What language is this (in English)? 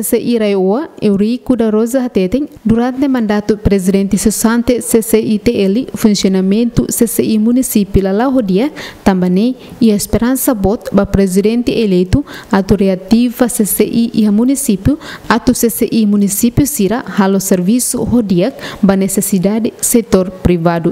Tetum